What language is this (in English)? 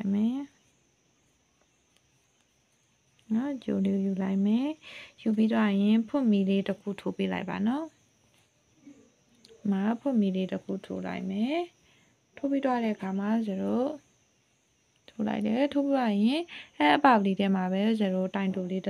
Burmese